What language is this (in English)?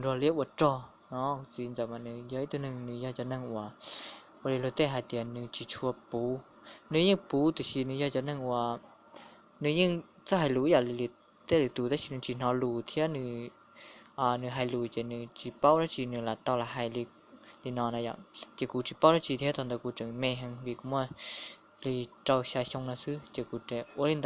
Hmong